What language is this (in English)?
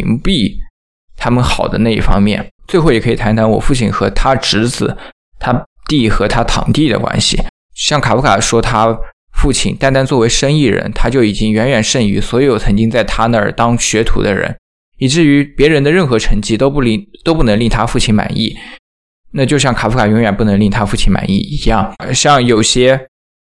Chinese